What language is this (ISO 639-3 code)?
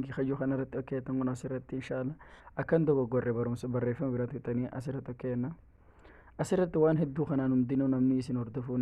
orm